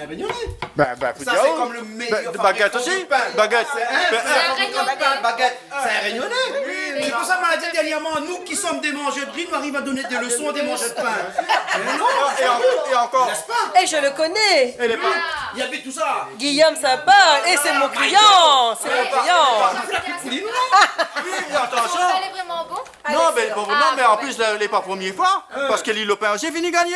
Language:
Réunion Creole French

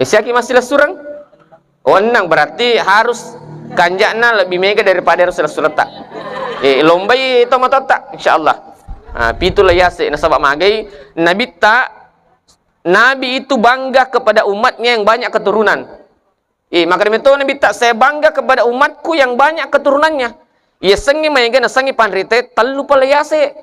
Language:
Buginese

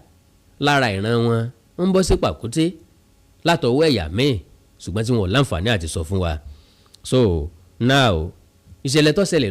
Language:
Yoruba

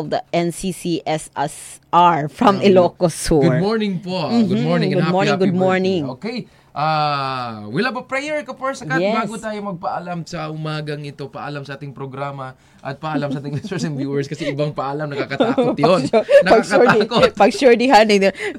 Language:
Filipino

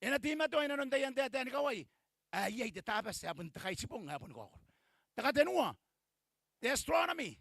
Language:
Gilbertese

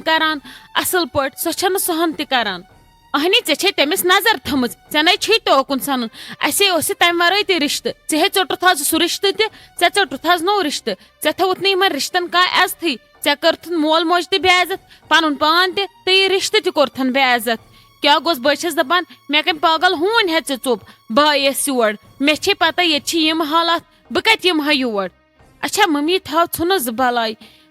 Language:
Kashmiri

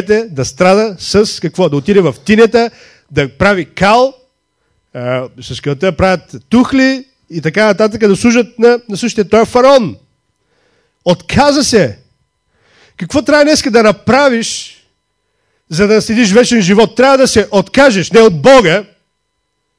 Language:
Bulgarian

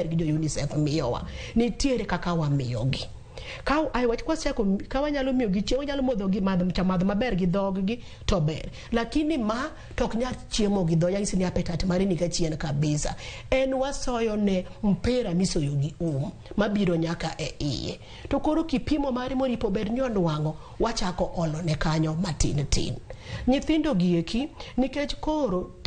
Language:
Luo (Kenya and Tanzania)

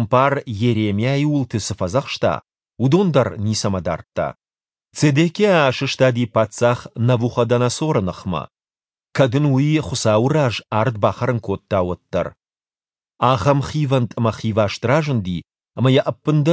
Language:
Ossetic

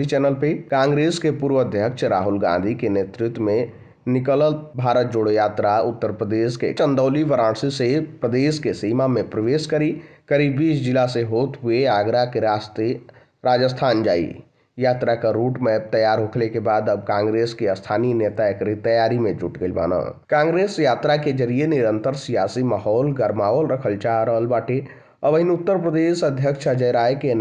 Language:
Bhojpuri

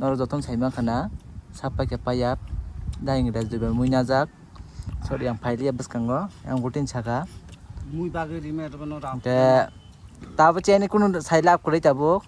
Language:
Kok Borok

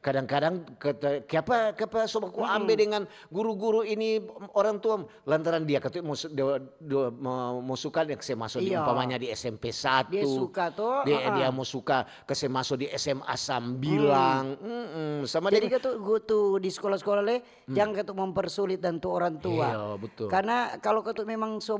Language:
Manado Malay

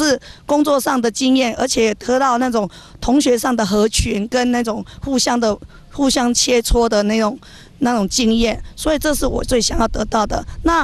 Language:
Chinese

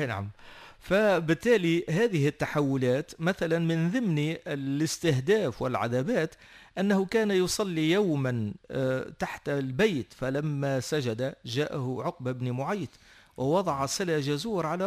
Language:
Tunisian Arabic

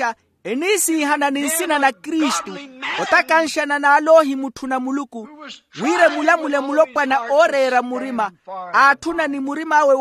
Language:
Makhuwa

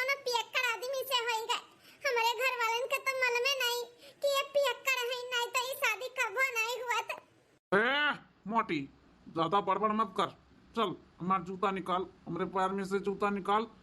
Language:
Awadhi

